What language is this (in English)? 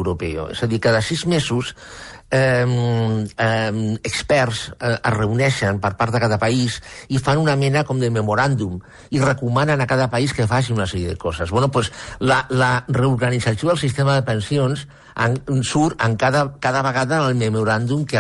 Catalan